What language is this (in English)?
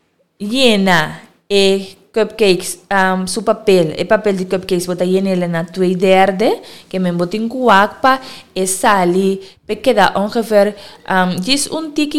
Papiamento